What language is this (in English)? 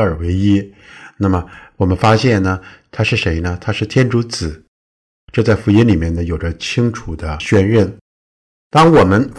Chinese